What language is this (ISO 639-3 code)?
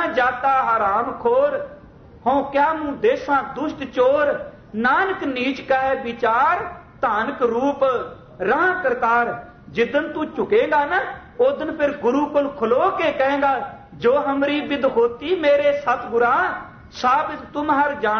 pan